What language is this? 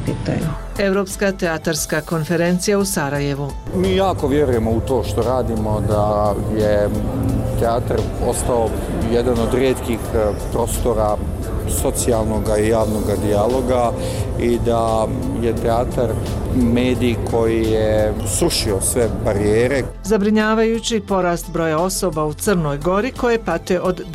Bosnian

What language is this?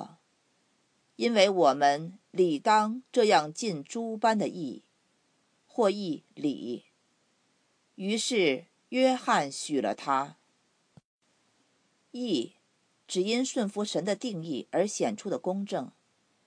Chinese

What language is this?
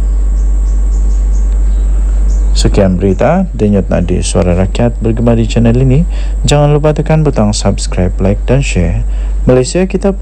Malay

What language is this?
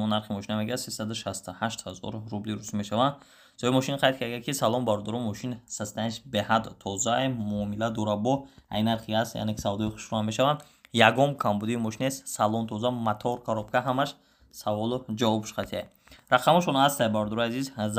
Tajik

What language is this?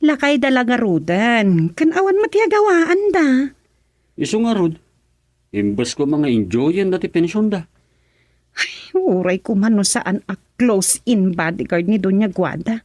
Iloko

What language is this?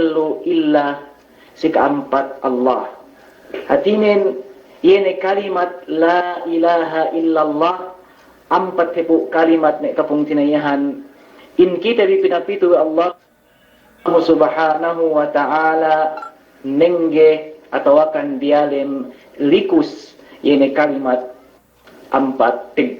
Yakan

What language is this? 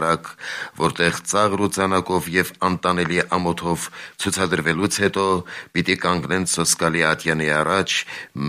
Armenian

